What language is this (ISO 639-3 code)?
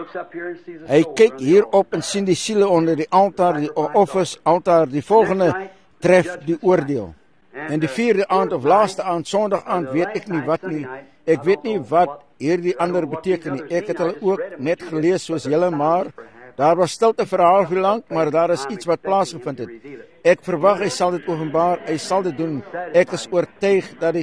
afr